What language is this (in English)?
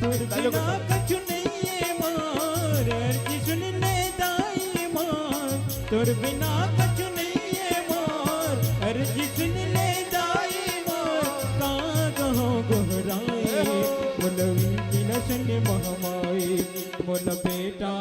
Chhattisgarhi